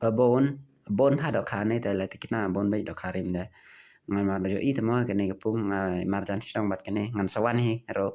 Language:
Khasi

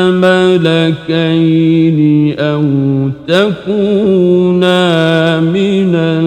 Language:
Arabic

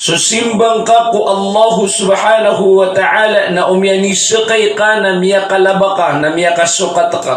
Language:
Maranao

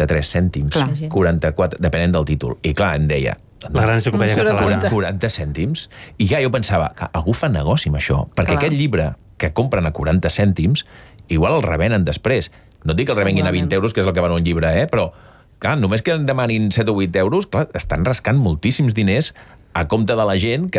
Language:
Catalan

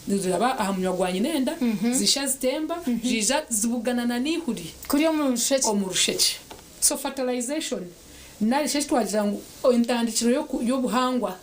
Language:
Nyankole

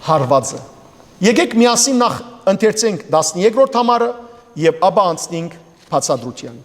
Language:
Western Armenian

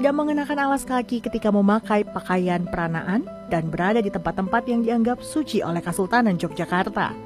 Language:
Indonesian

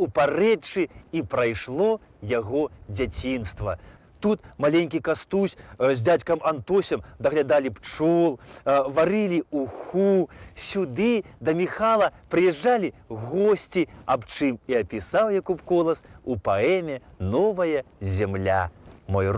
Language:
Belarusian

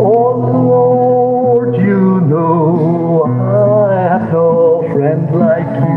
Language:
Tangkhul Naga (India)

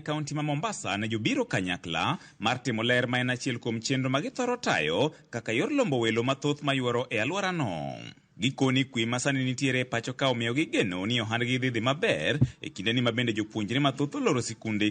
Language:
Luo (Kenya and Tanzania)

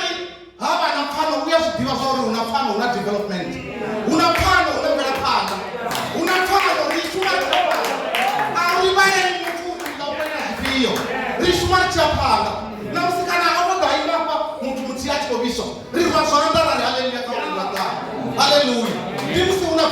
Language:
Venda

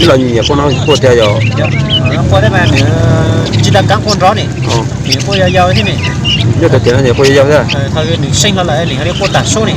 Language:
Hmong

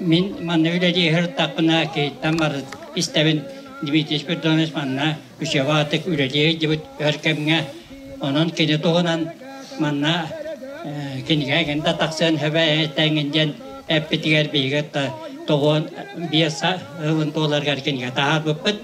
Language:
Yakut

